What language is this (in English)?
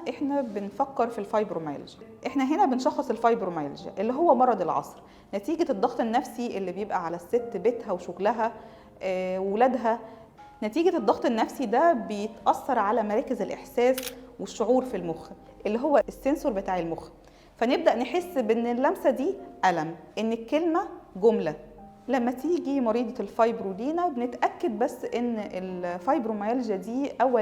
Egyptian Arabic